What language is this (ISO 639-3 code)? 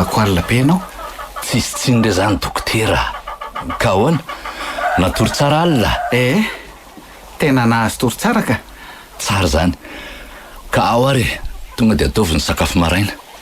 mlg